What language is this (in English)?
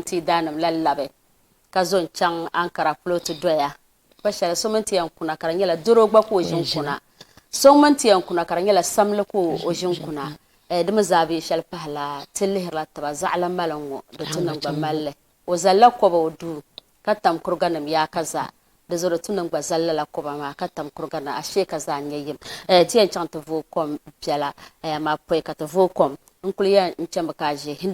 Dagbani